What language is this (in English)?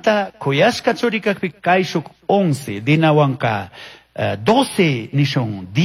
Chimborazo Highland Quichua